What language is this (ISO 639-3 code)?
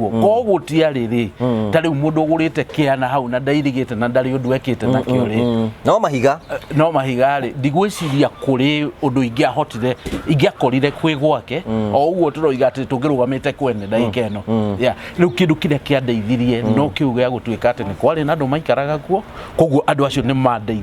kik